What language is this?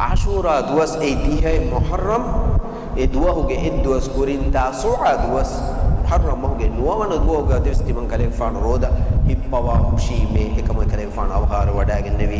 Divehi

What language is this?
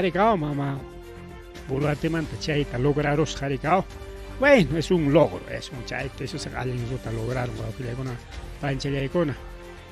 Ayacucho Quechua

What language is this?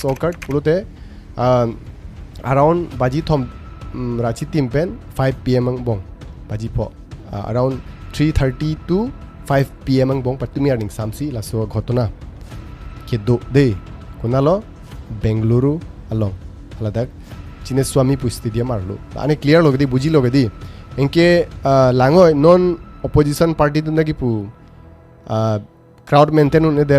Karbi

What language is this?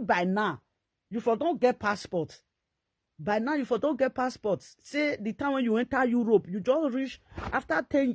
Nigerian Pidgin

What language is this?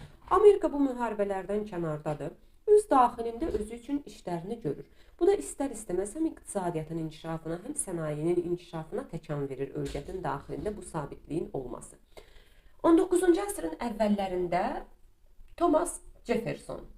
Azerbaijani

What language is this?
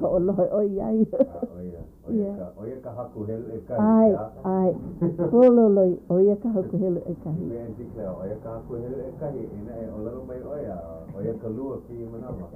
Hawaiian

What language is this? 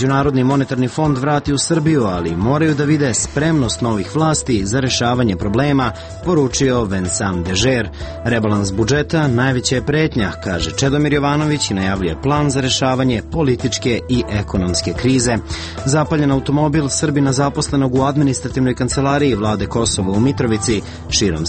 Serbian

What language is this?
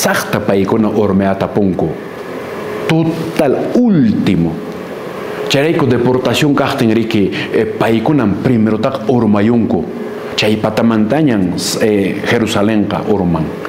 Quechua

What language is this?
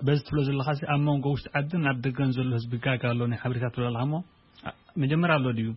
Tigrinya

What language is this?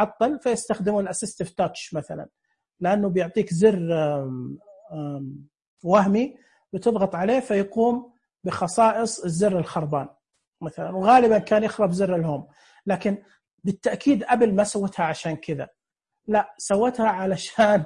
Najdi Arabic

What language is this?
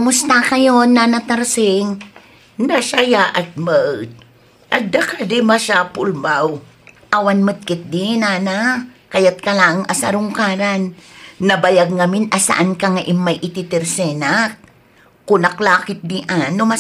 Iloko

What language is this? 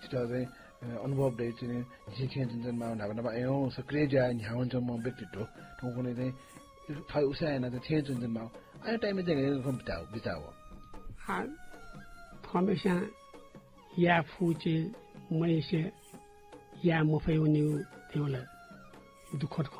Newari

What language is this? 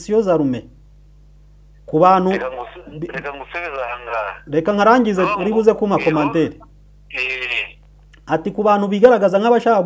Kinyarwanda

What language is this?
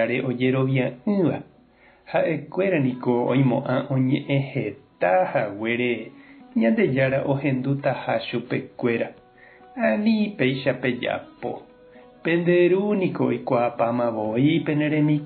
Guarani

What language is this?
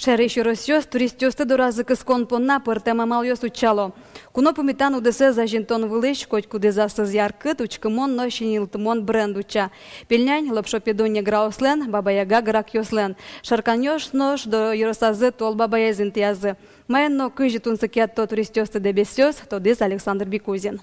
Udmurt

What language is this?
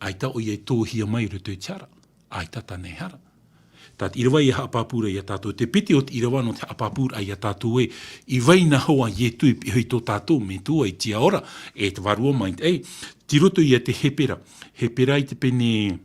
Tahitian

